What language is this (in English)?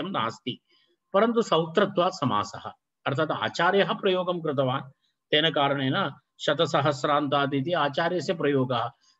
Sanskrit